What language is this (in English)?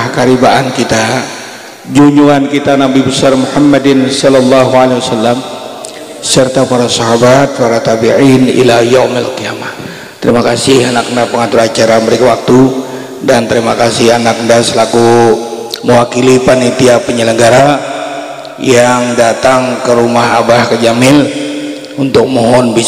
Banjar